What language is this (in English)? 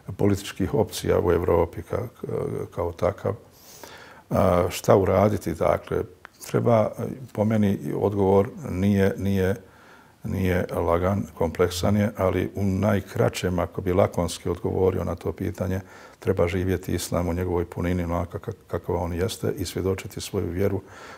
Bosnian